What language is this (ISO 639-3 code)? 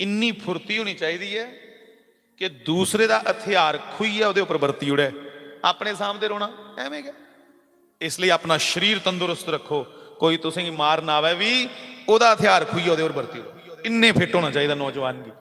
doi